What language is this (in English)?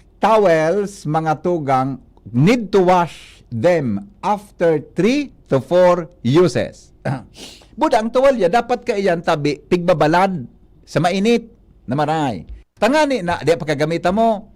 Bikol